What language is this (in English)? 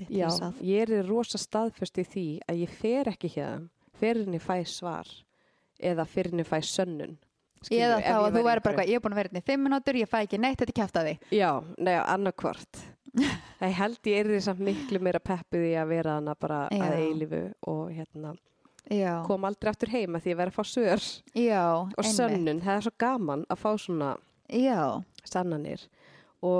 Icelandic